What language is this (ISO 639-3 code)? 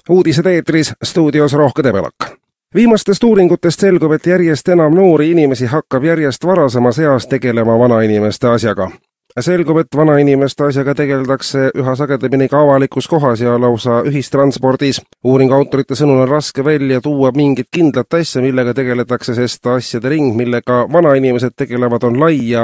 est